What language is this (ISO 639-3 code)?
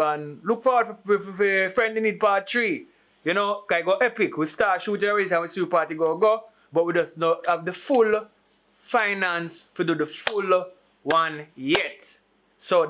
jam